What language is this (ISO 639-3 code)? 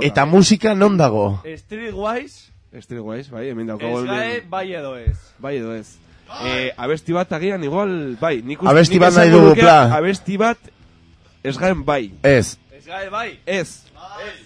eus